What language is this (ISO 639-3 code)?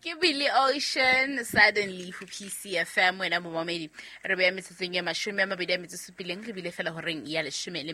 sot